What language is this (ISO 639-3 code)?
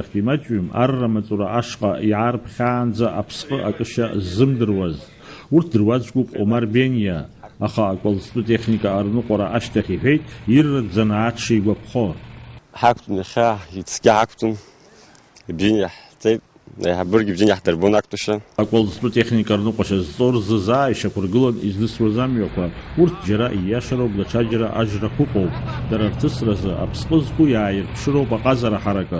abk